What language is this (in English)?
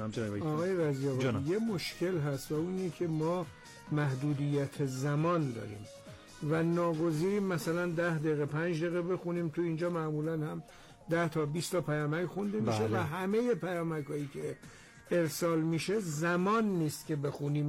Persian